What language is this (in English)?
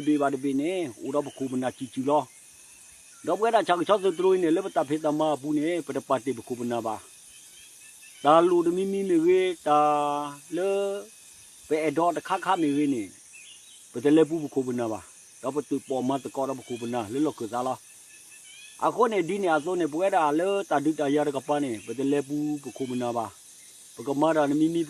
S'gaw Karen